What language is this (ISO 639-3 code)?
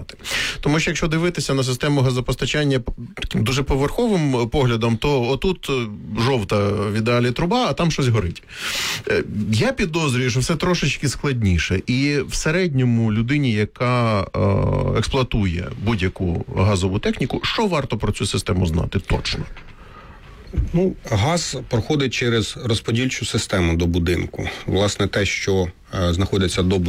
ukr